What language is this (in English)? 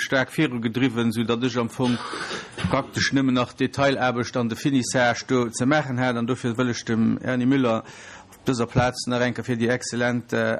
Luxembourgish